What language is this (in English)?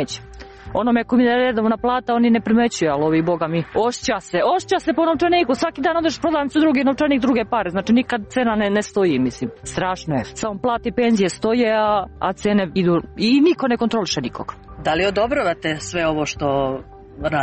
Serbian